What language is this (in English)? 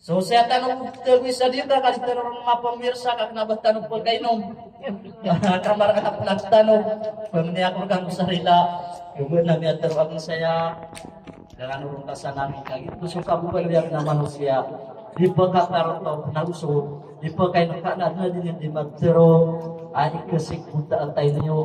Maranao